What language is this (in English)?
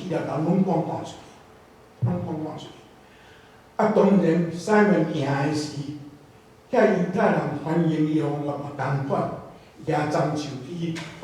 Min Nan Chinese